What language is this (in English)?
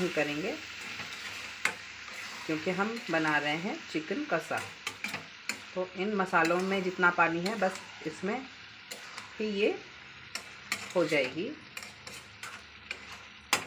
Hindi